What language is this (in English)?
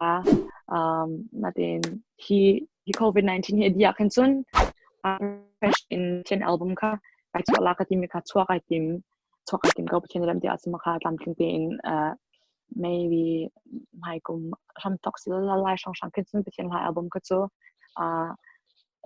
Hakha Chin